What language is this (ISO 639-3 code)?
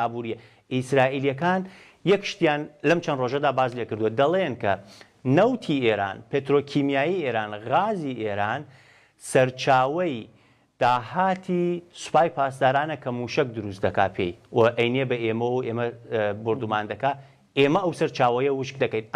ckb